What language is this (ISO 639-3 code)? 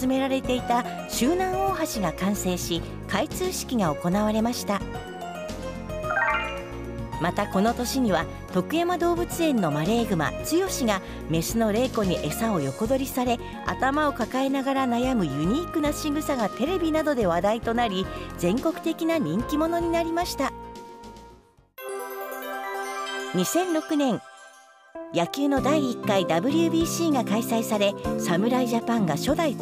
jpn